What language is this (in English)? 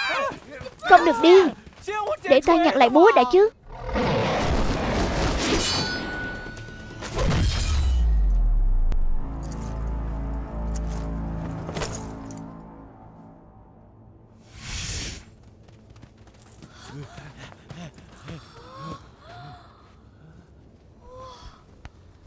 Vietnamese